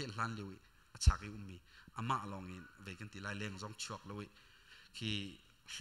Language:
Hakha Chin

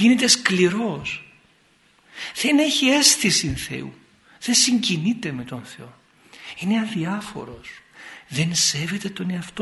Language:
Greek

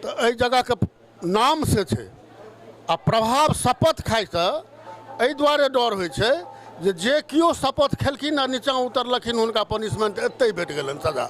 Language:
Maithili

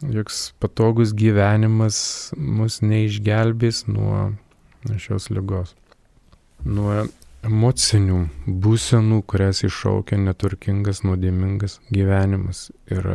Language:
Lithuanian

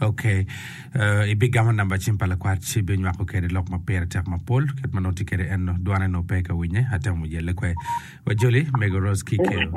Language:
Acoli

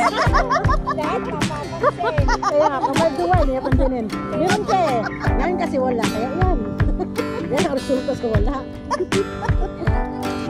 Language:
Filipino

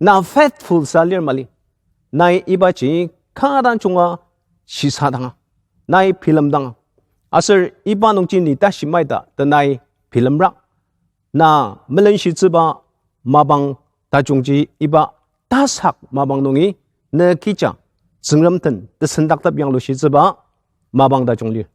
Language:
Ao Naga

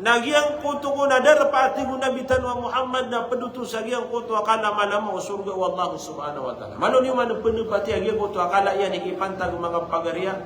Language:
Maranao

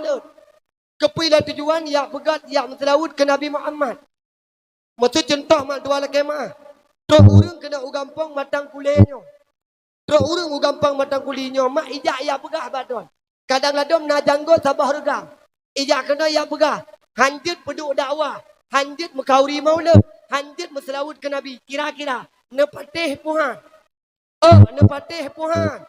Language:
Achinese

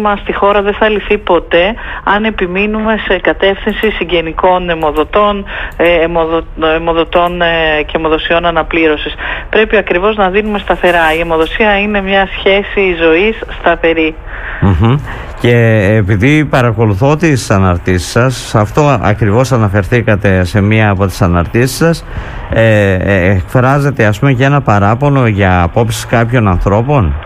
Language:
Greek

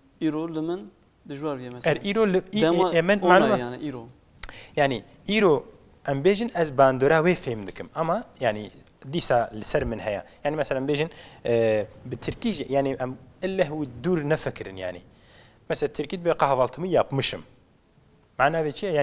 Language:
Kurdish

